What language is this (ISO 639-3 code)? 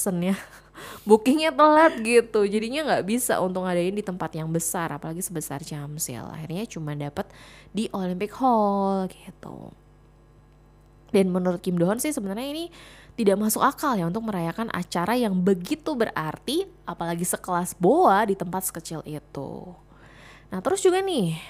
ind